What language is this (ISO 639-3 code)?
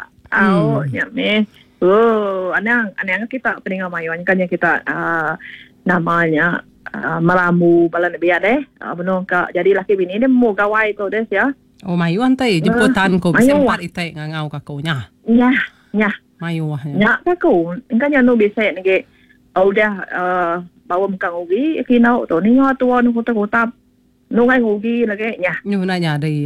iba